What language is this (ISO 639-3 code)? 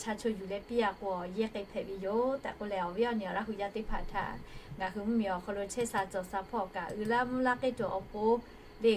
lhu